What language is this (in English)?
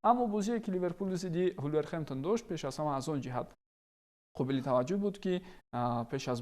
Tajik